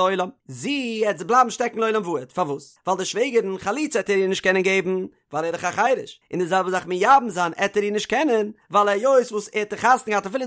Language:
Yiddish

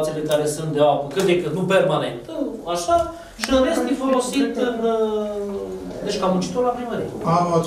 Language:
Romanian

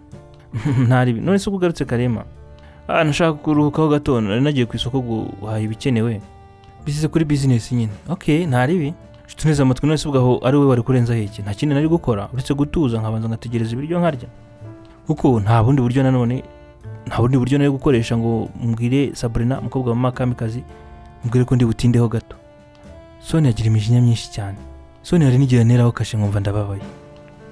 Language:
Kinyarwanda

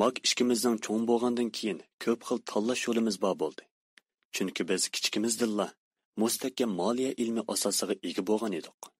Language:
Uyghur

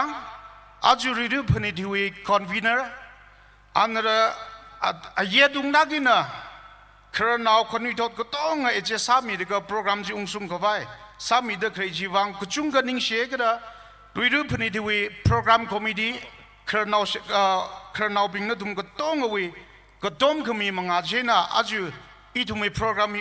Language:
Tangkhul Naga (India)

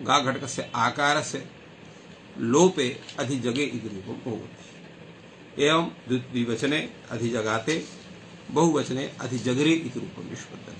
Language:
Sanskrit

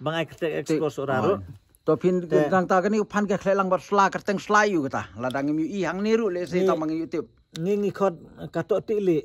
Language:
Khasi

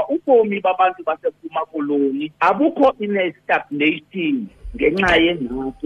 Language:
Xhosa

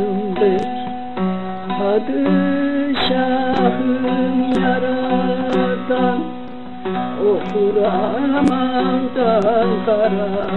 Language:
Turkish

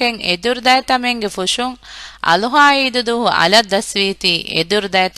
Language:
Divehi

